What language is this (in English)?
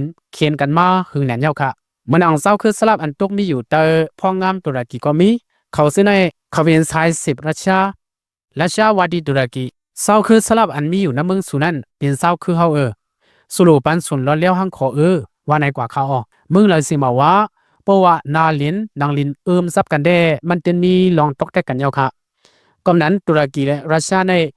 Lao